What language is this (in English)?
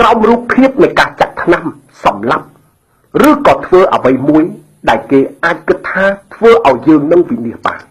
Khmer